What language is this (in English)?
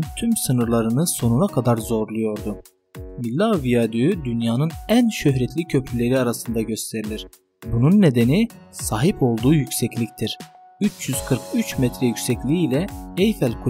Turkish